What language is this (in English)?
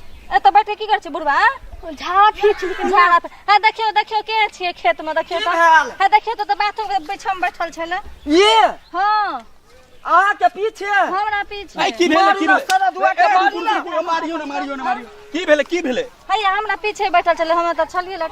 Maithili